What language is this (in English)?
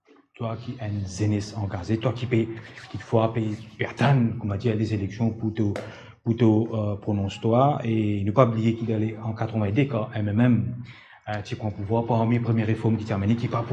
Morisyen